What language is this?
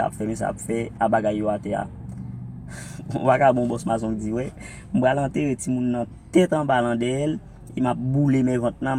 Haitian Creole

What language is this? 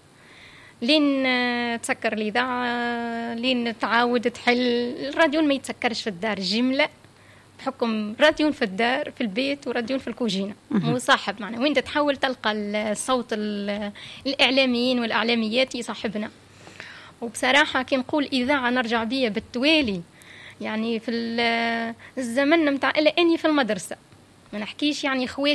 Tunisian Arabic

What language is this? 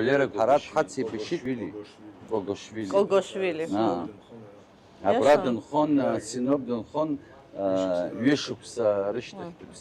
Abkhazian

